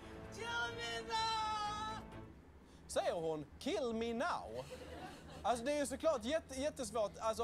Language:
Swedish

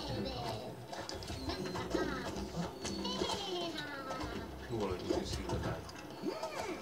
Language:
Finnish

